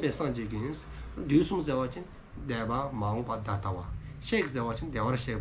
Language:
Dzongkha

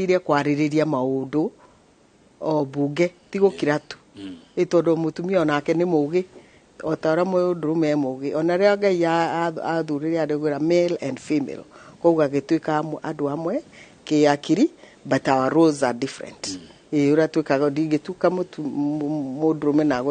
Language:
Kikuyu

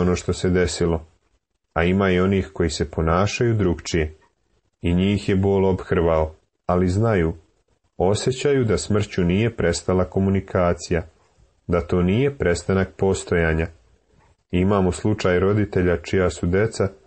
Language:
Serbian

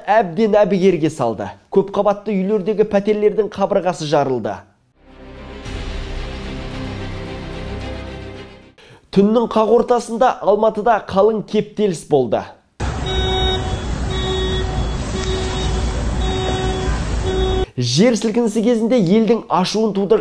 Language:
Kazakh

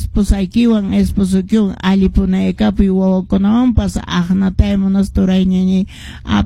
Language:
Quechua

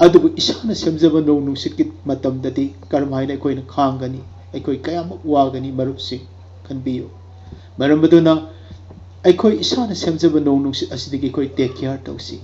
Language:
Manipuri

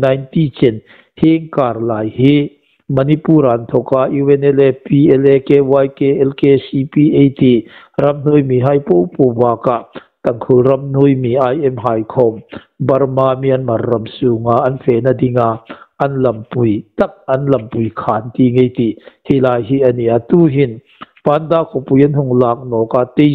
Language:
Hmar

